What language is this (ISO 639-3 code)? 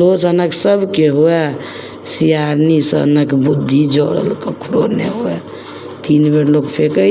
mai